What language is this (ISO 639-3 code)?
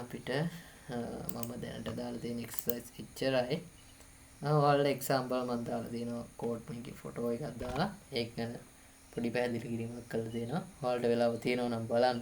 sin